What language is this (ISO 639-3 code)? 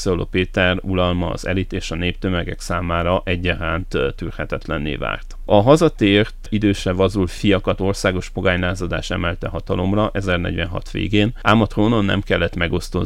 hun